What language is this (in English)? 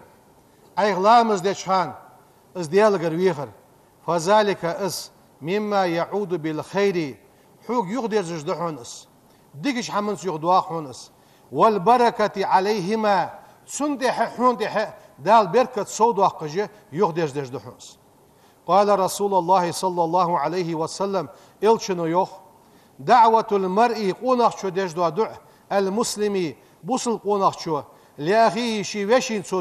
Ingush